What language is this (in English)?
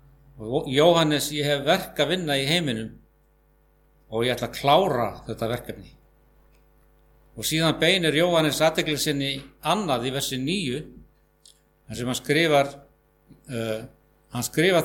Icelandic